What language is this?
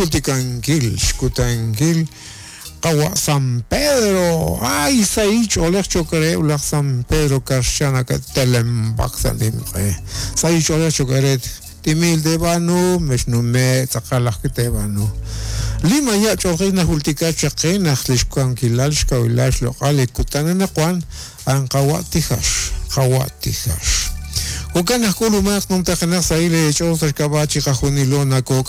Kekchí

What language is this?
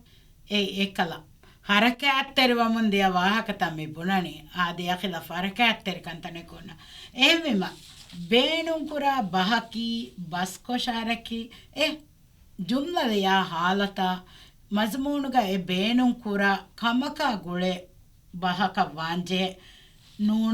Divehi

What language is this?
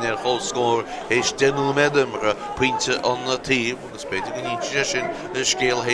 Irish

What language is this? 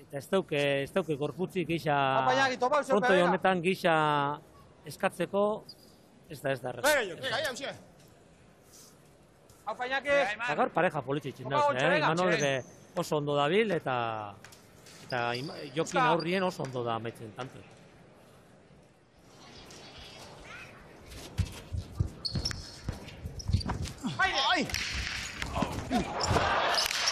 Basque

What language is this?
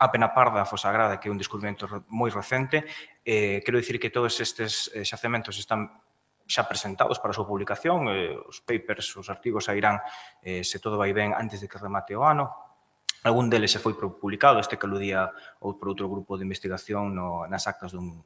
Galician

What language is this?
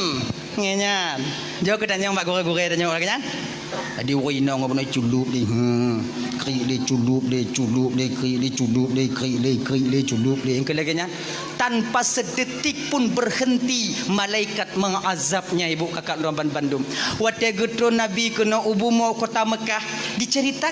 Achinese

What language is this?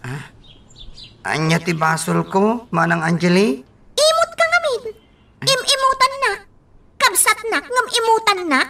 Iloko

